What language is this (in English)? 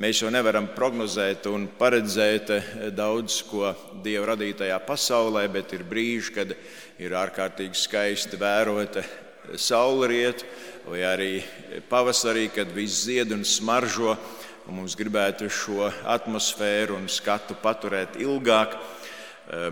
Latvian